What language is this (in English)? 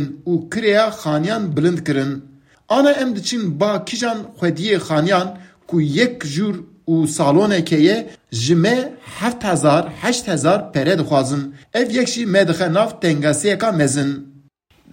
Kurdish